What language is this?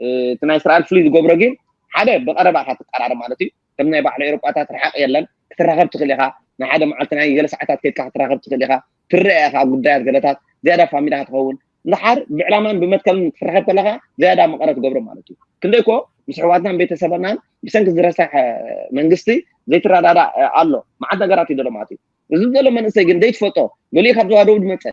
Tigrinya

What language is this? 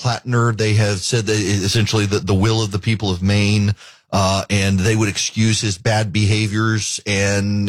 English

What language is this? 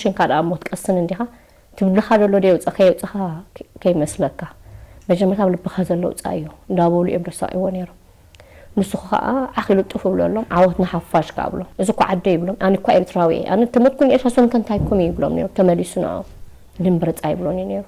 Tigrinya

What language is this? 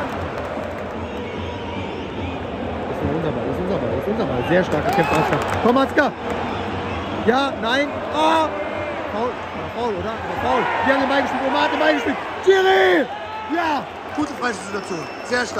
German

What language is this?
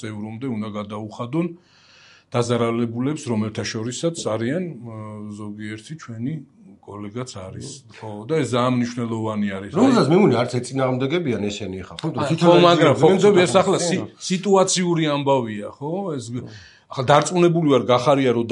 Georgian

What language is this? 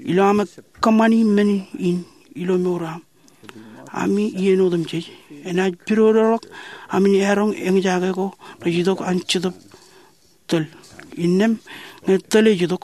Marshallese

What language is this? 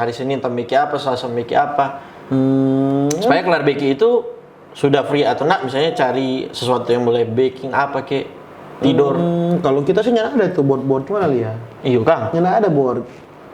Manado Malay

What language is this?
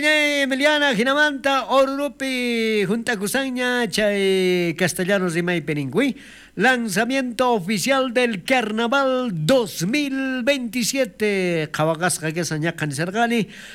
South Bolivian Quechua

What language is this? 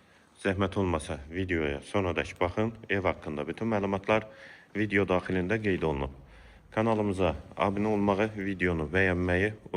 Azerbaijani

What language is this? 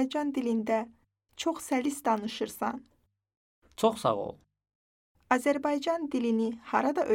Azerbaijani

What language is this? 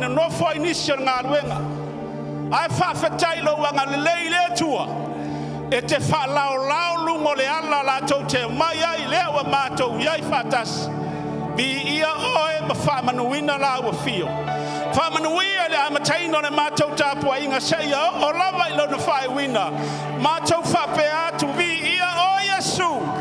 Samoan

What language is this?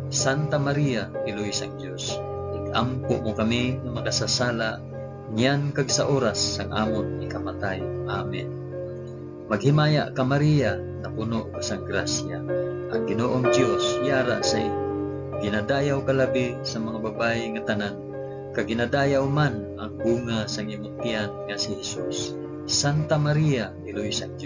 Hiligaynon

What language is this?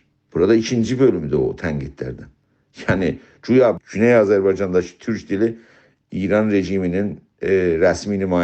South Azerbaijani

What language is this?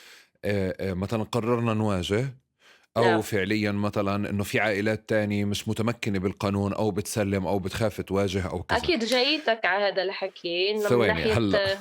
North Levantine Arabic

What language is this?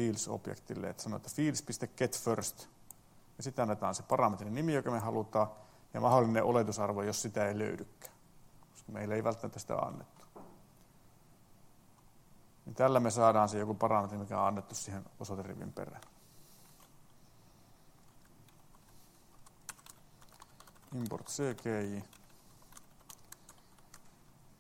Finnish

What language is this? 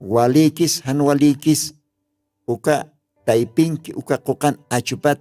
Aymara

